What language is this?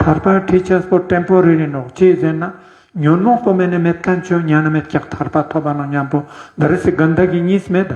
Ladakhi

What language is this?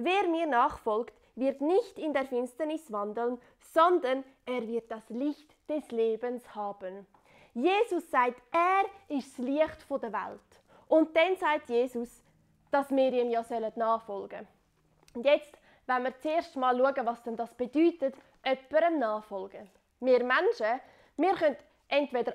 Swiss German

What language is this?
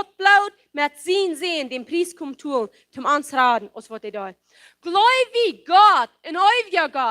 Plautdietsch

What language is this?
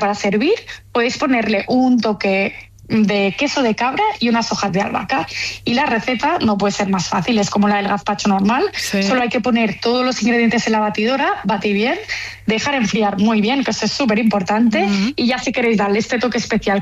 Spanish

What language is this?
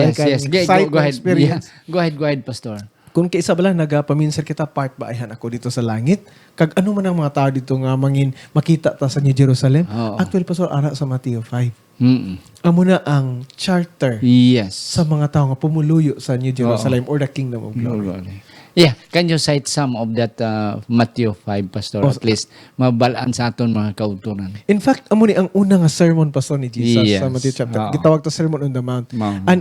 Hiligaynon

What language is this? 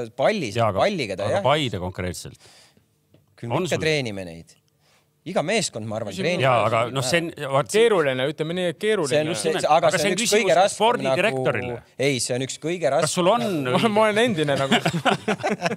Estonian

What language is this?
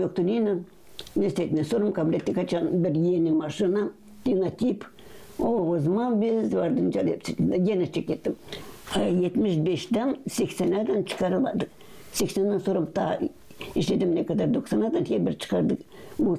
Gagauz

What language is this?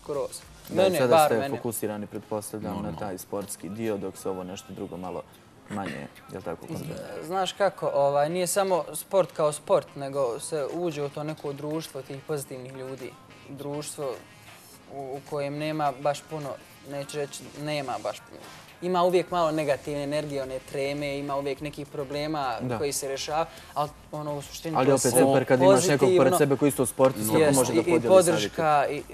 Bosnian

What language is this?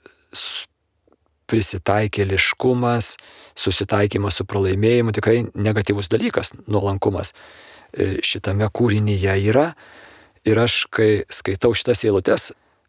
Lithuanian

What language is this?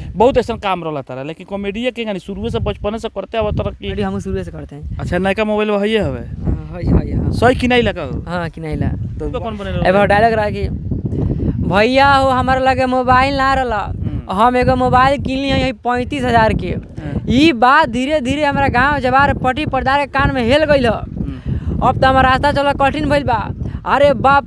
Bhojpuri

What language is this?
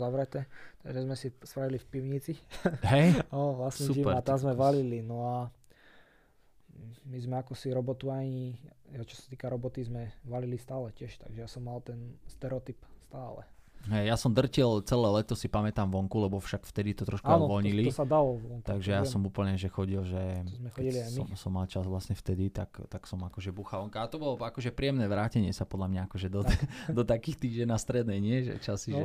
Slovak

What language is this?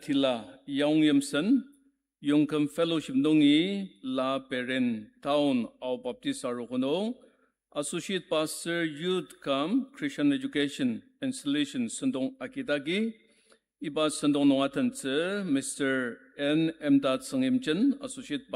Ao Naga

